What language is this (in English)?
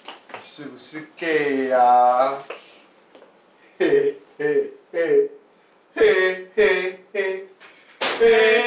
Chinese